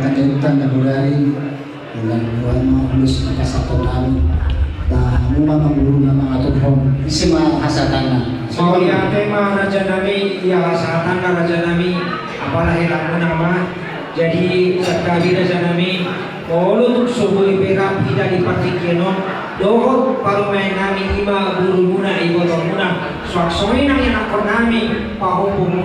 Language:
Batak Toba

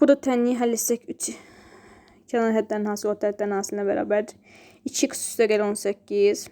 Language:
Azerbaijani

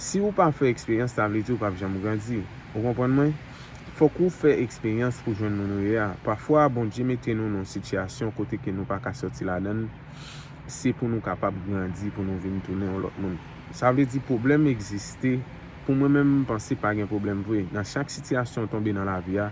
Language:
Haitian Creole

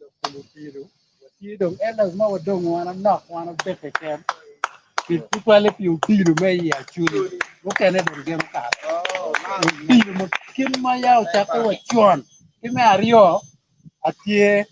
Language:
Acoli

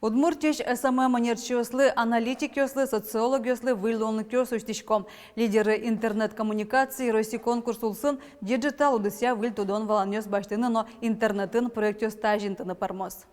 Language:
Udmurt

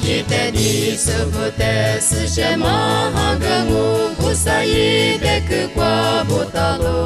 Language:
Lisu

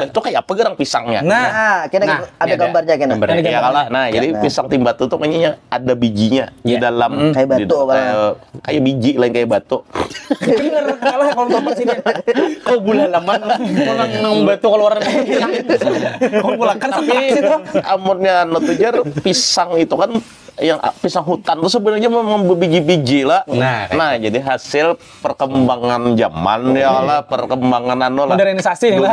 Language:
Banjar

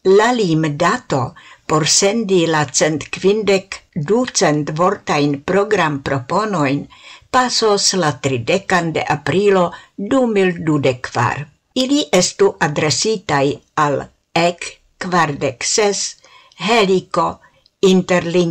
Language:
Esperanto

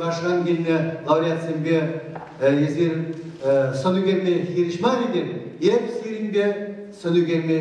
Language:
Chuvash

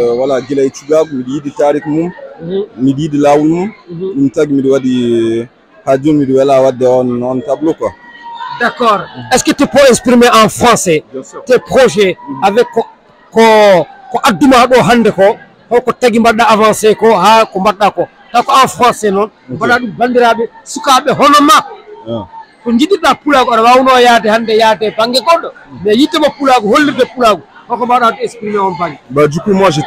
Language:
Fula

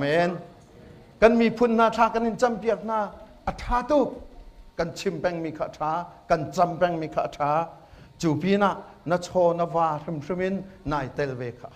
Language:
Hakha Chin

